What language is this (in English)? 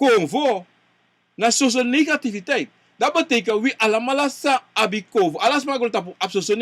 Sranan Tongo